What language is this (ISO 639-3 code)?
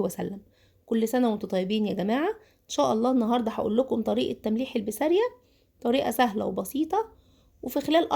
arz